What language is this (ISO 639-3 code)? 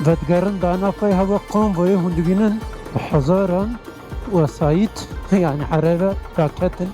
kur